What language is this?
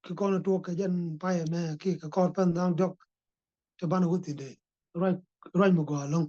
Nuer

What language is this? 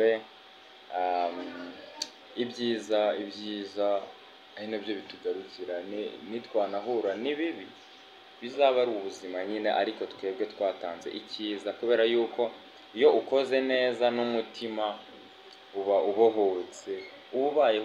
Kinyarwanda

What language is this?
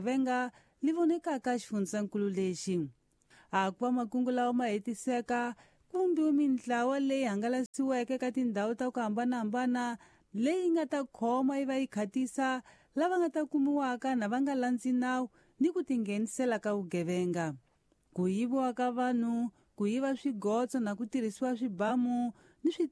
Tsonga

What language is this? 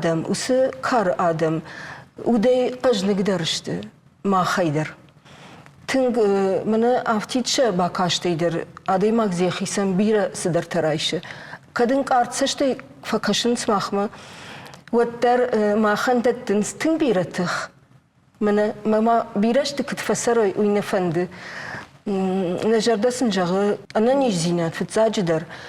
Ossetic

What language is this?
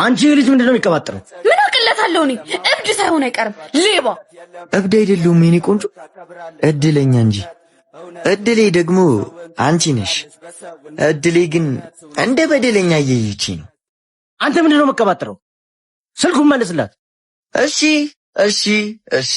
Amharic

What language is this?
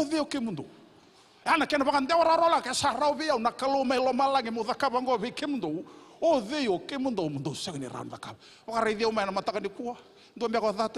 Fijian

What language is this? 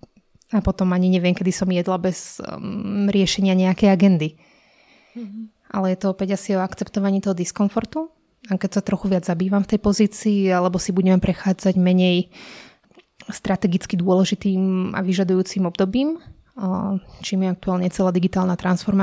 Slovak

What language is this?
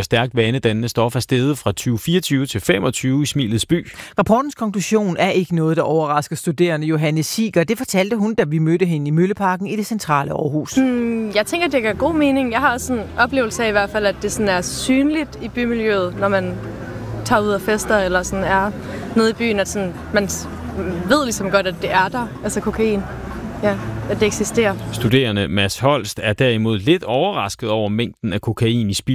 Danish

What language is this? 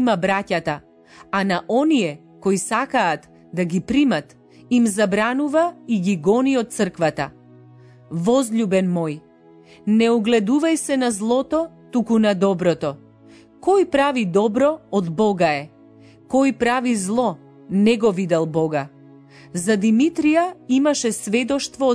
Macedonian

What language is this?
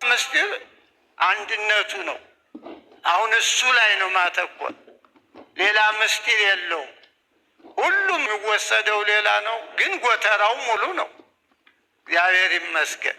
Amharic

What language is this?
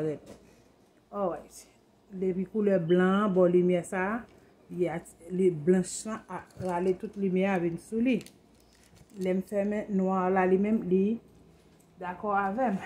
Haitian Creole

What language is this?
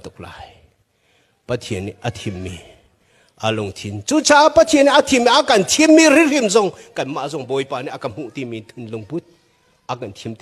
Hakha Chin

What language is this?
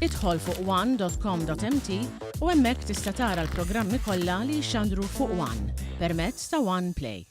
Maltese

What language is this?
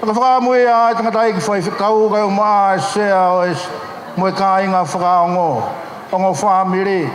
Tongan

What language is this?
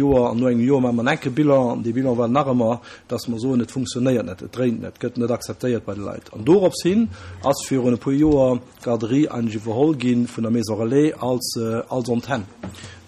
Luxembourgish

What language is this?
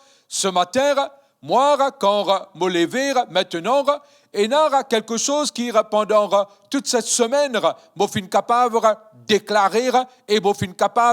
Morisyen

